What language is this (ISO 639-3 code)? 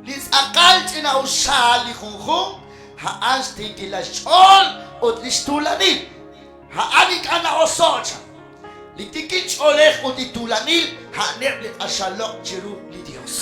kek